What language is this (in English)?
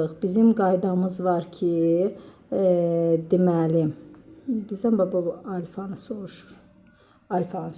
Azerbaijani